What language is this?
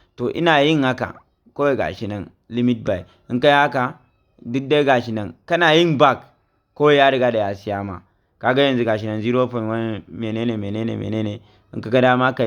Hausa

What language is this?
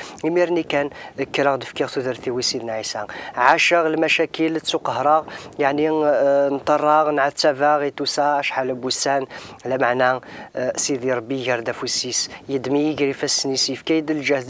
Kabyle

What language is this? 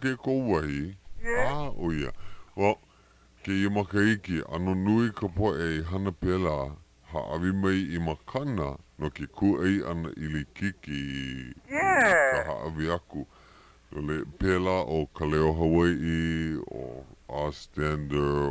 Hawaiian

